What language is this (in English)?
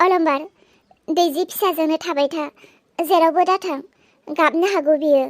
Bodo